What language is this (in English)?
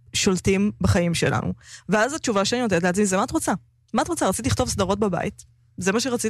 Hebrew